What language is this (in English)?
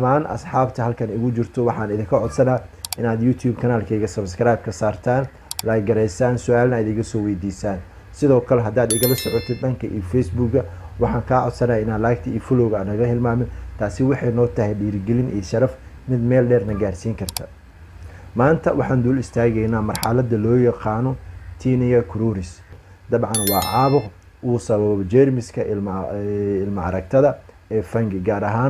Somali